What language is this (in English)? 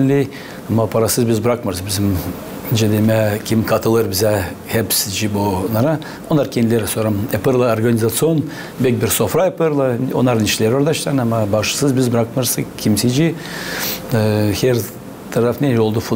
Gagauz